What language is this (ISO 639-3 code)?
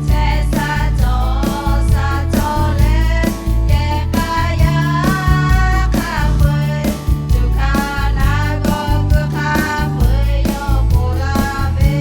lhu